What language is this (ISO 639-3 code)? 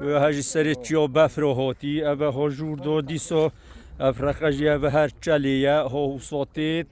kur